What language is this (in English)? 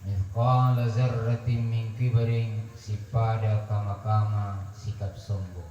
Buginese